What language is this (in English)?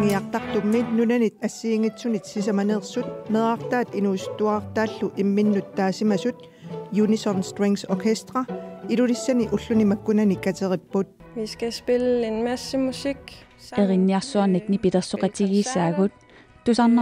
Kalaallisut